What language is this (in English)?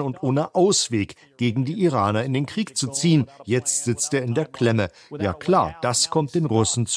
German